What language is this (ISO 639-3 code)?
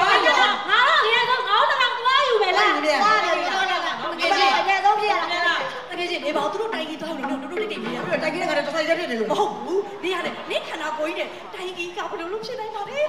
mya